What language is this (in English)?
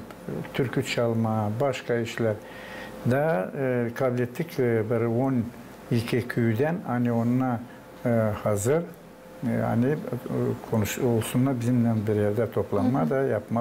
Gagauz